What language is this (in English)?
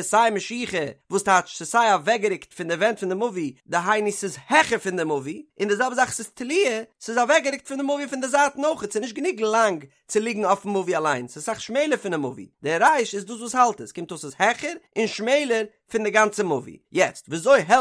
Yiddish